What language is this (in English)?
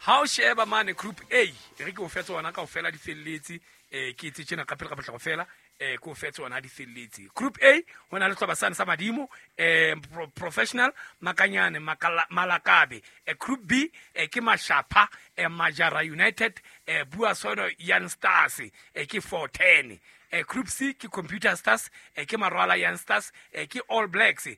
Southern Sotho